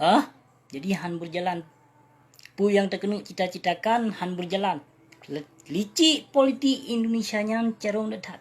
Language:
Achinese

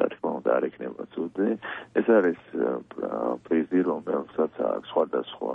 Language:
Georgian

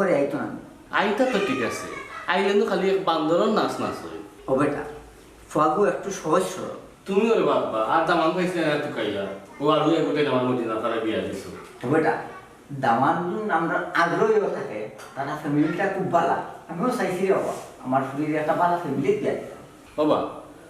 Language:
Sylheti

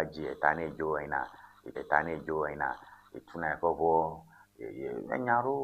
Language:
Ewe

